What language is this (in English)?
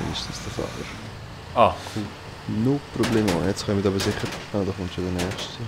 Swiss German